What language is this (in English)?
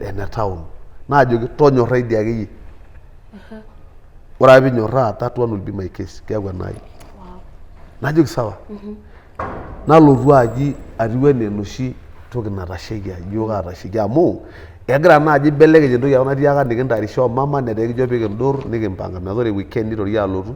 Masai